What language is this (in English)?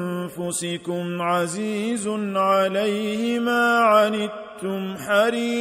Arabic